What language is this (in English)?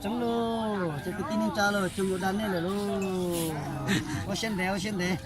Hmong